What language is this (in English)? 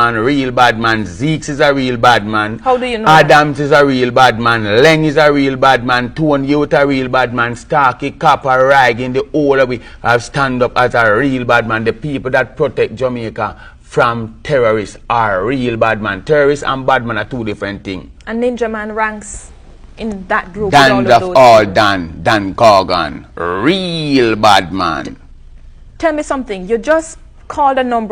Jamaican Creole English